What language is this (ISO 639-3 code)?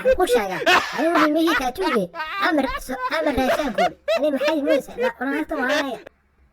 som